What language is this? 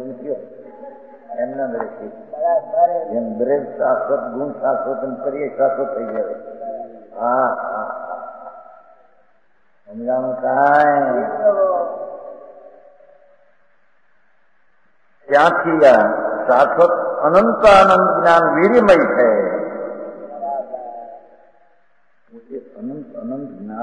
Gujarati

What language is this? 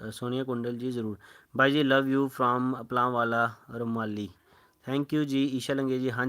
Dogri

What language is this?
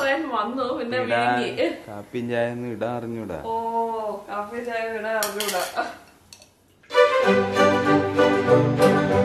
Malayalam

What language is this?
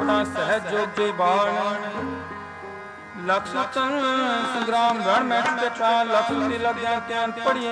Punjabi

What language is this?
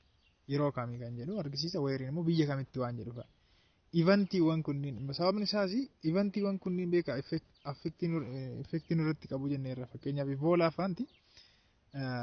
Oromo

